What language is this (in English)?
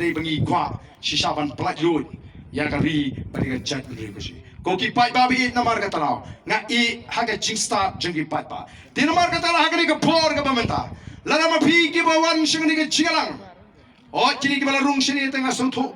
Khasi